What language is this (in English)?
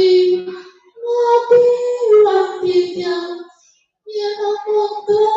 Balinese